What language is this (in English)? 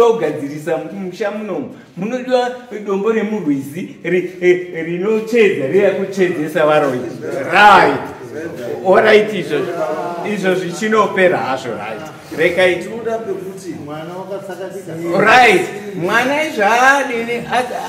Shona